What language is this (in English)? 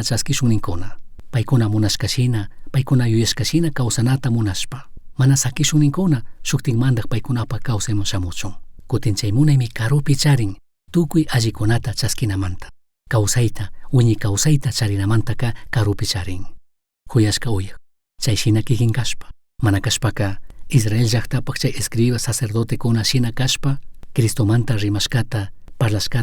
Chimborazo Highland Quichua